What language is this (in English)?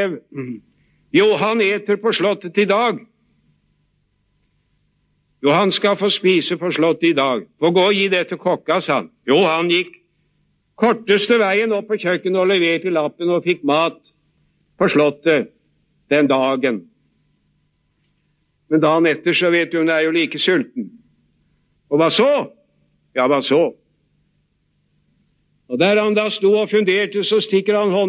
Norwegian